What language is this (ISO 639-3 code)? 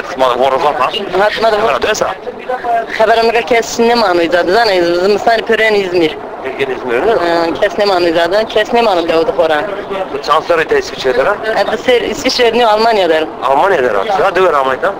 zza